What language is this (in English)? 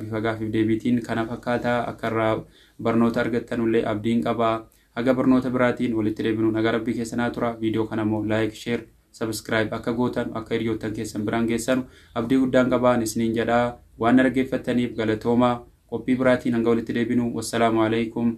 Oromo